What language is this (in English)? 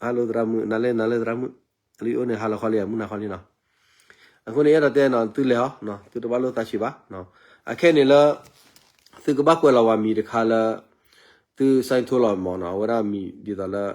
S'gaw Karen